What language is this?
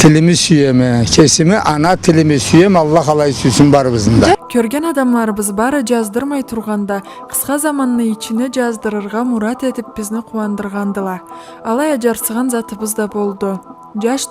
Karachay-Balkar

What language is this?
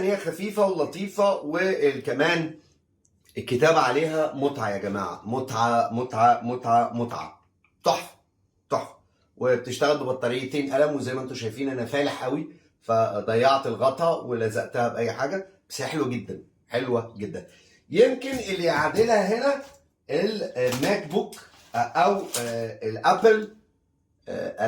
Egyptian Arabic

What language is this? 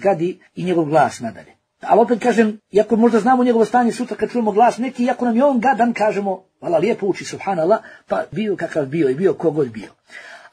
Bosnian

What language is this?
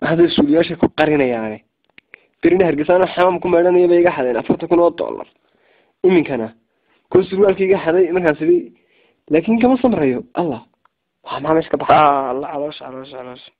Somali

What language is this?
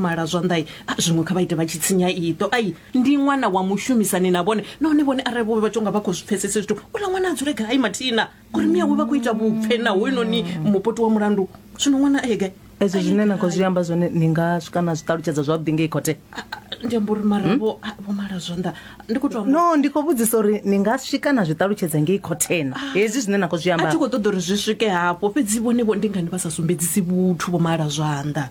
Venda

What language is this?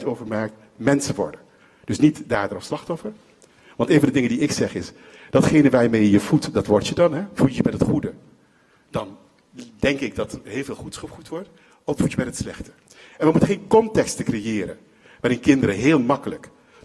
Dutch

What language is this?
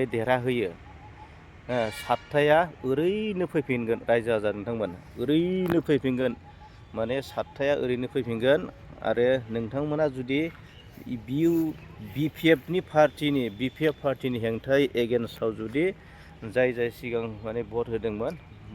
Bodo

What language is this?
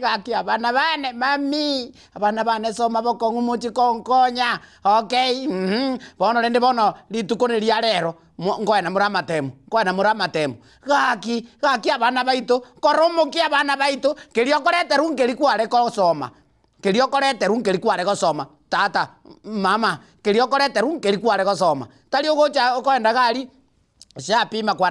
Gusii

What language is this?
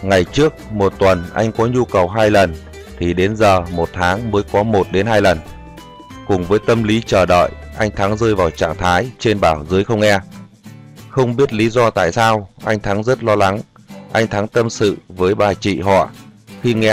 Vietnamese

